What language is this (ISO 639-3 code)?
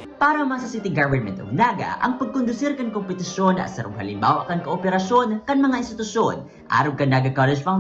bik